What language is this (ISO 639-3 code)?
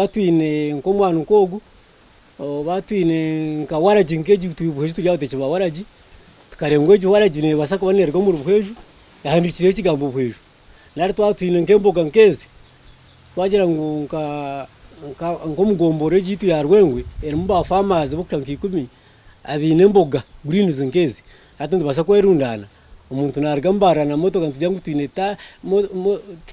nyn